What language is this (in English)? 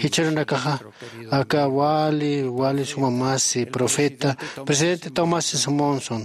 Aymara